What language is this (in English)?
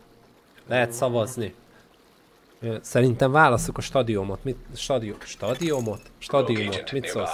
Hungarian